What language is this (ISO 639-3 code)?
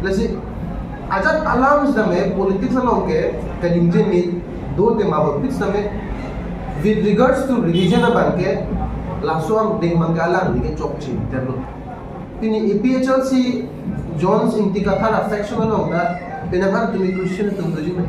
mjw